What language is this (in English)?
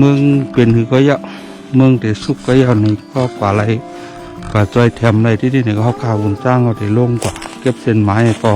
Shan